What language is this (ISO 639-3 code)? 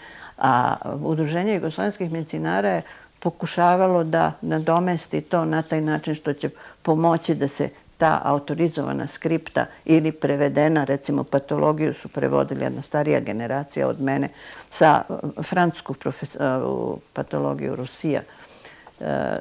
srp